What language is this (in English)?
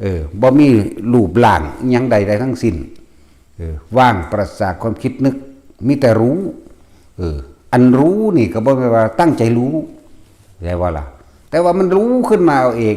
Northeastern Thai